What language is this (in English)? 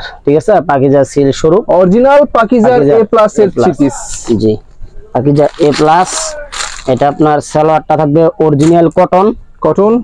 Bangla